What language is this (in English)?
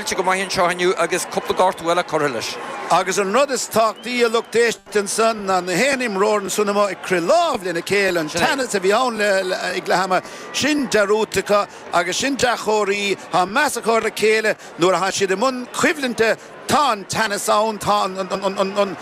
Irish